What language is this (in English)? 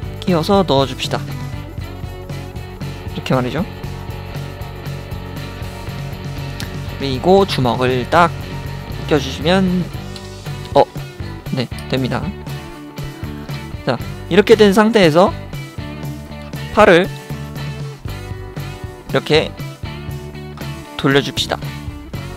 Korean